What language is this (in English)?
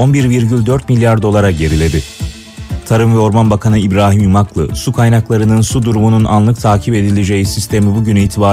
Turkish